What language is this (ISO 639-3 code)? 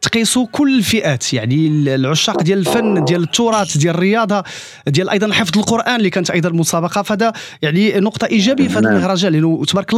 ary